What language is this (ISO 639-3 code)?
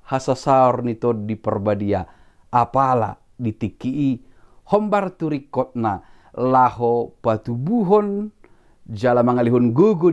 bbc